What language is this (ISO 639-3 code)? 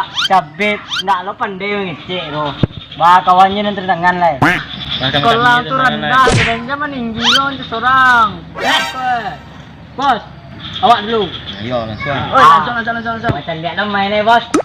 min